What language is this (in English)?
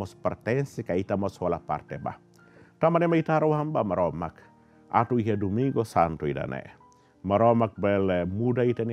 Tetum